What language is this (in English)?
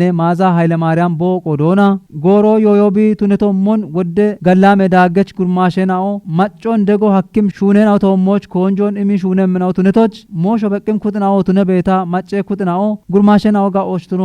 Kafa